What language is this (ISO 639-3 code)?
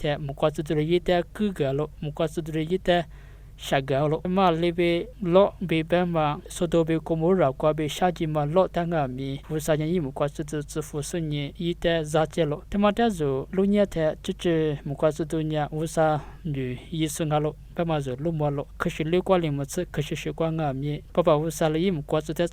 lis